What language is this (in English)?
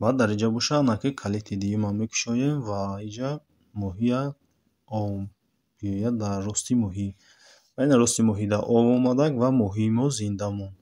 Tajik